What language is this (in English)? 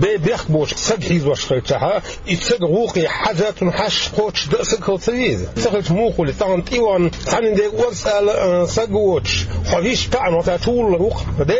Chechen